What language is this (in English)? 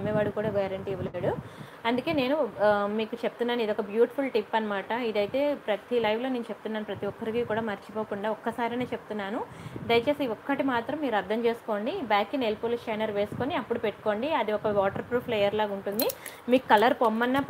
Telugu